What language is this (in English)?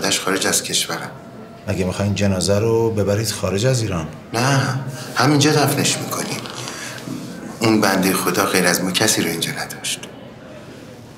Persian